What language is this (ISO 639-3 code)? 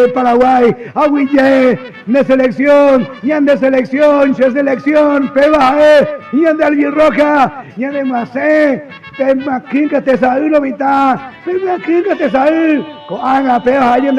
grn